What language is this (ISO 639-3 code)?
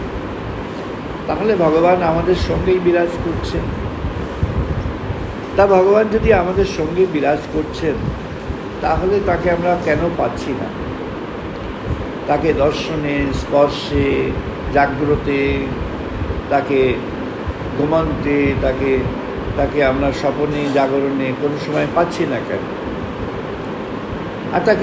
ben